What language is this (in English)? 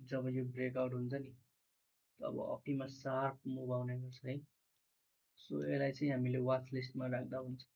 Nepali